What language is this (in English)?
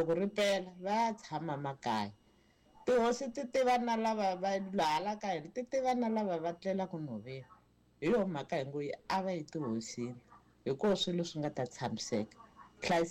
Tsonga